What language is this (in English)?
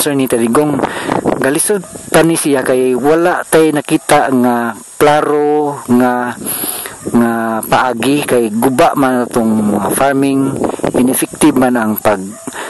Cebuano